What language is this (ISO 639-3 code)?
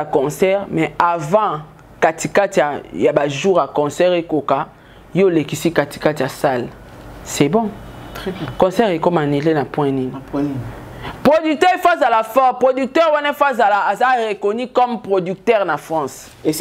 lin